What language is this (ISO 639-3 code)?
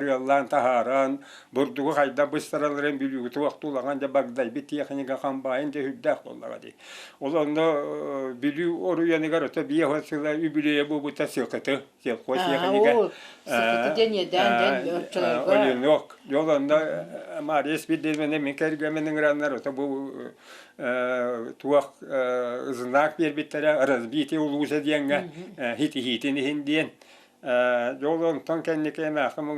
sah